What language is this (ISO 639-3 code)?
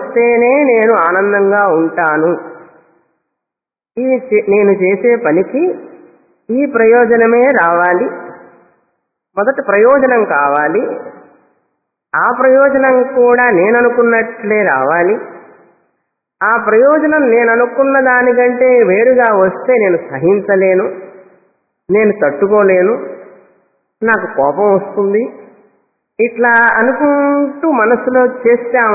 tel